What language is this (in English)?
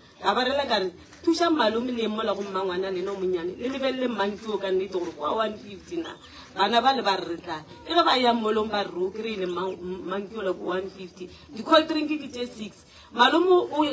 Northern Sotho